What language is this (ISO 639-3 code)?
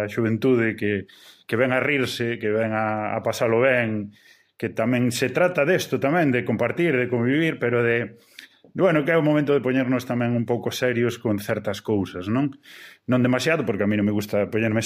glg